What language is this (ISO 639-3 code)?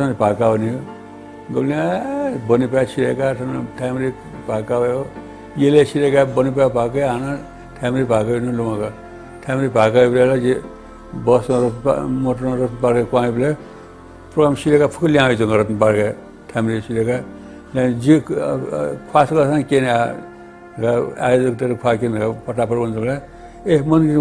new